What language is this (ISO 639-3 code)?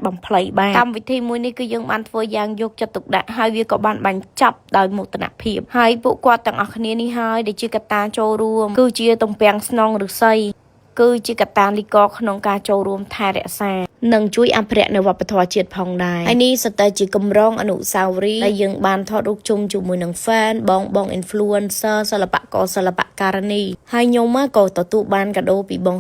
khm